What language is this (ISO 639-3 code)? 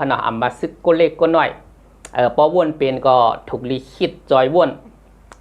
shn